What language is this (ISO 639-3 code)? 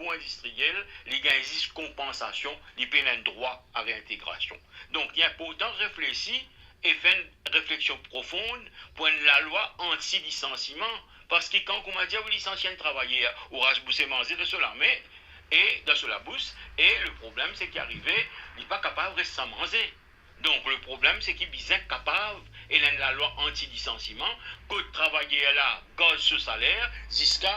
mfe